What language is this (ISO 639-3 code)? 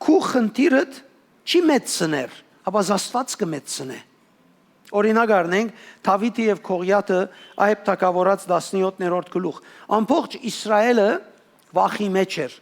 hyw